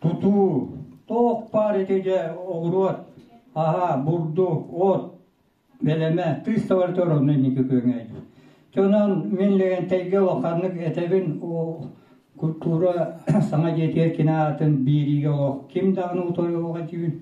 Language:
Yakut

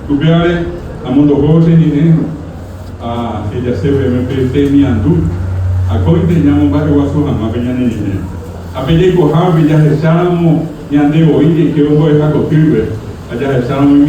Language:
Guarani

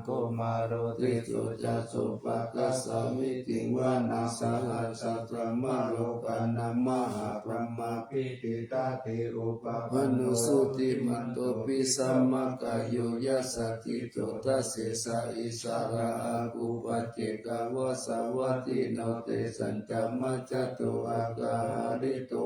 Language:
Pali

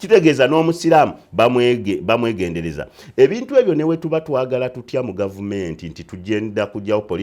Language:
Ganda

